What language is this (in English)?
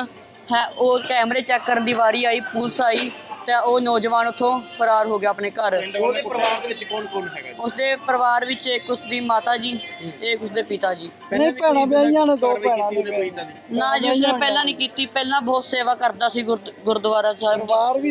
Punjabi